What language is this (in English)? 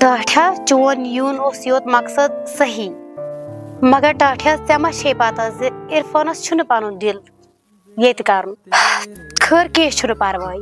Kashmiri